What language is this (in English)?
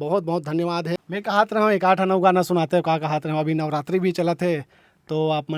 Chhattisgarhi